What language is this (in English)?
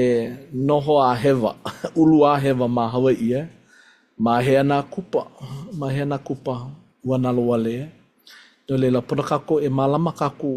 Hawaiian